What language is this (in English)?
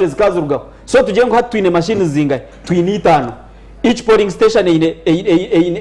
Nyankole